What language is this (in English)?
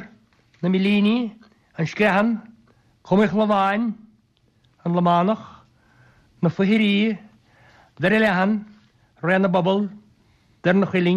Irish